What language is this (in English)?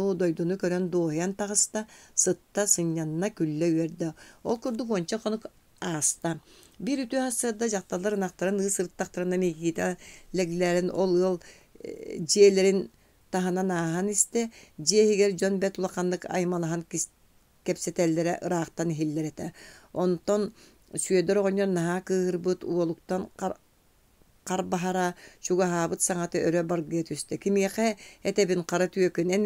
Yakut